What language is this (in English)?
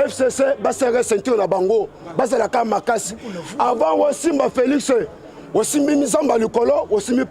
Lingala